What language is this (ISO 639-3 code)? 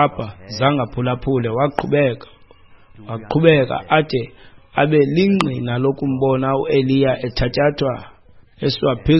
xho